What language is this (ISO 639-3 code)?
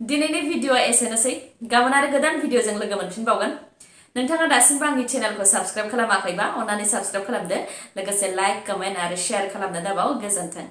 brx